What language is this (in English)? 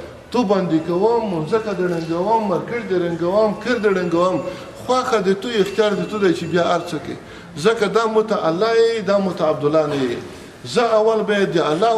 Pashto